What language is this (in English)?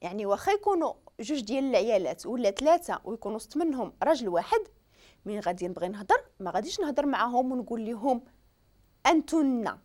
Moroccan Arabic